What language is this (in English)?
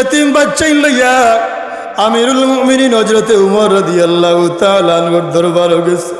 Sylheti